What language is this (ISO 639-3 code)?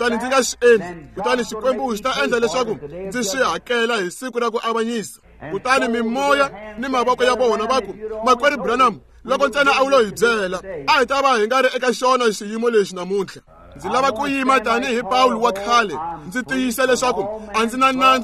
tso